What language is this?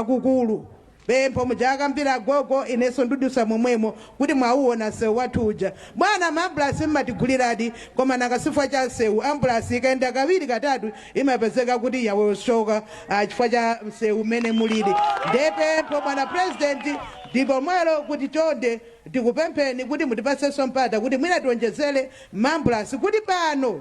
Nyanja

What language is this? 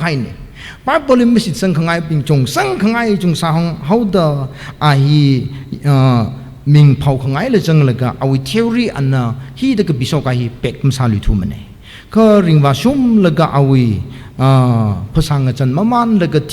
Tangkhul Naga (India)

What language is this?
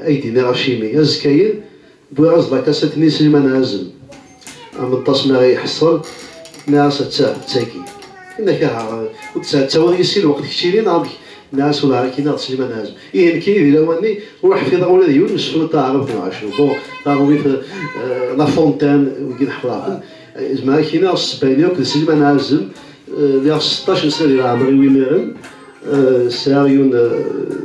Kabyle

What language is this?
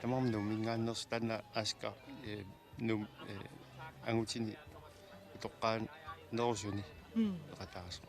Kalaallisut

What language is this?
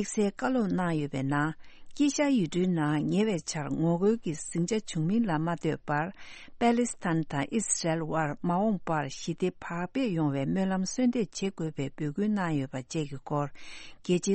Tibetan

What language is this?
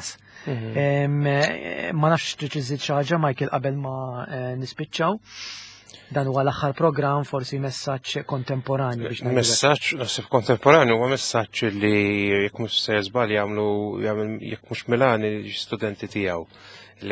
Maltese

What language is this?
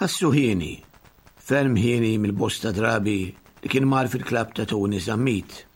Maltese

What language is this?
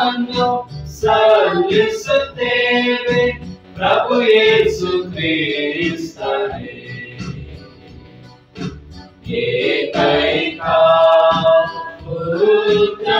Kannada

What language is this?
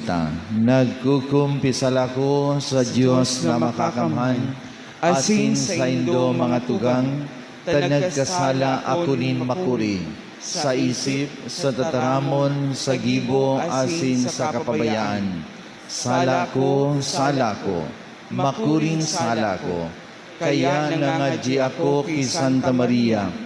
Bikol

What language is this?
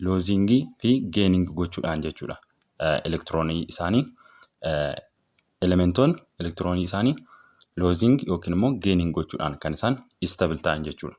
Oromo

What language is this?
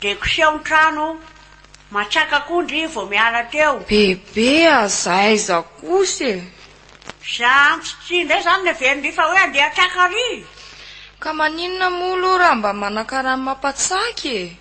Malagasy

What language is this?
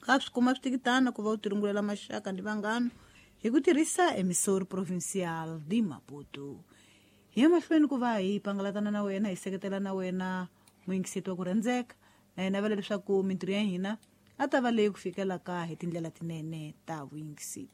Tsonga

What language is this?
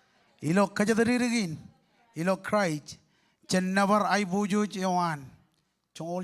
Marshallese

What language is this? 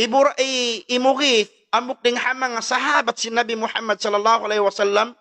Tausug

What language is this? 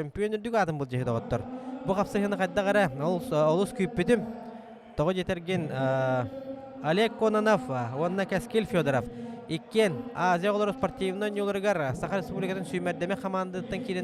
Yakut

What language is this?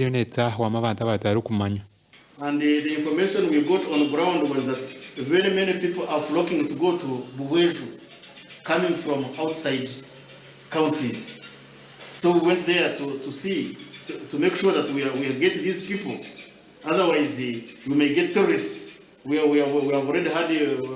Nyankole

